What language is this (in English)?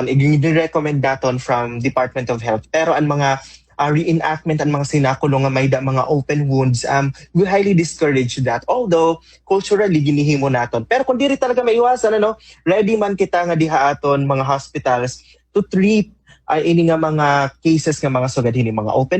Waray